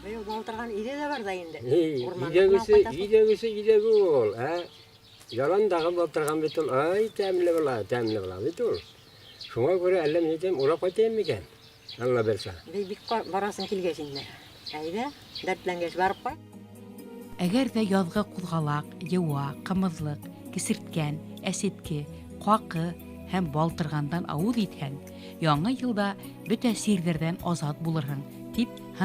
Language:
Bashkir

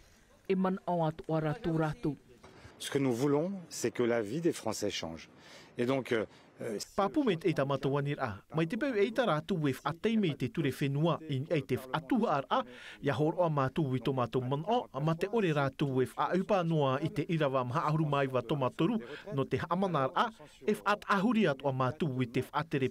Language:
Tahitian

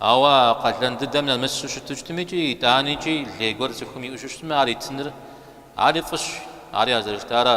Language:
Kabardian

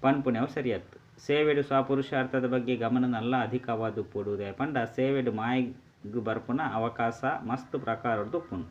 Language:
Tulu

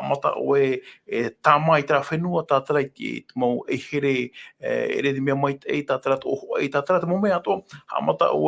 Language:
Tahitian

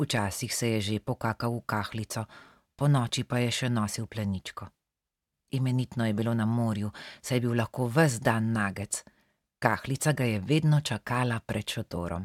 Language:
Slovenian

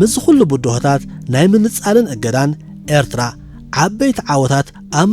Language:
Tigrinya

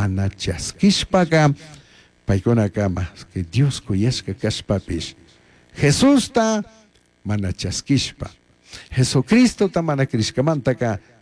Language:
Chimborazo Highland Quichua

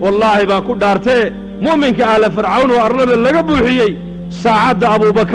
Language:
Somali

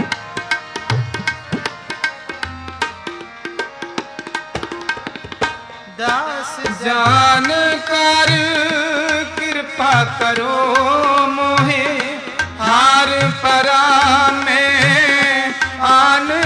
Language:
Punjabi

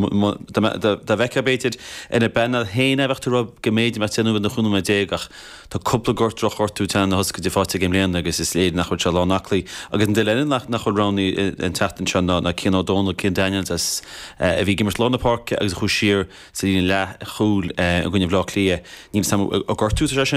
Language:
Irish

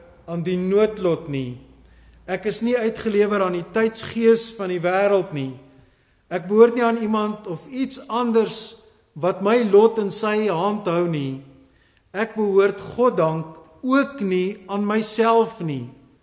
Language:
Afrikaans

